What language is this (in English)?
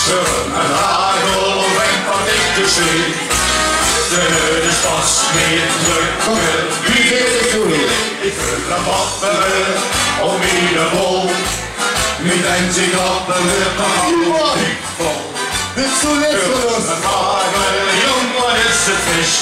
Limburgish